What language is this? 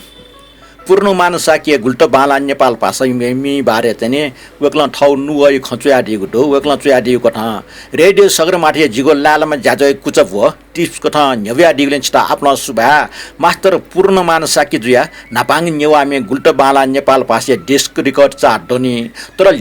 Newari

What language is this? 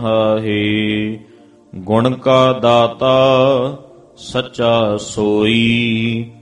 Punjabi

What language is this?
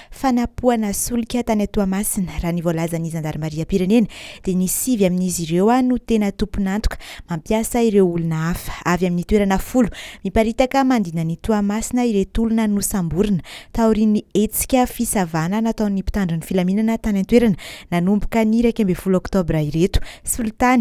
Malagasy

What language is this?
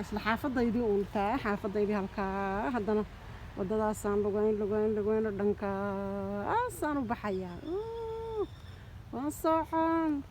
Somali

